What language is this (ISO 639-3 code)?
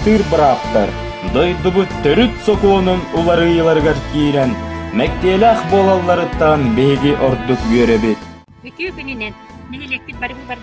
sah